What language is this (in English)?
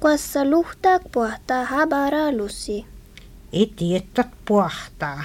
Finnish